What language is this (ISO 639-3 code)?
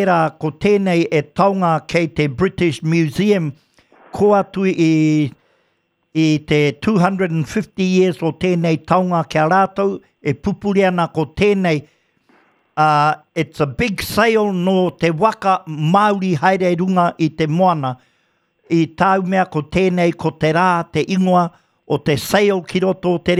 mri